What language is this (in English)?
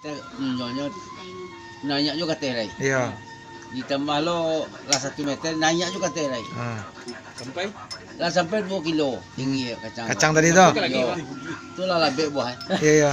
Minangkabau